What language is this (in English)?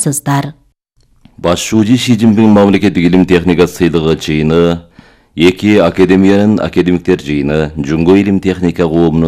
Kyrgyz